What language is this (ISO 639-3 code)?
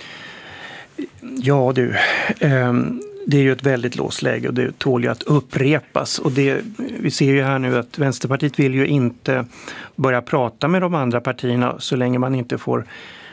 swe